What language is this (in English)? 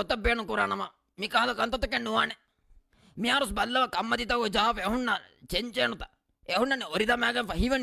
Divehi